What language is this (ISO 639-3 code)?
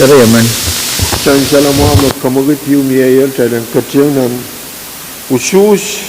pon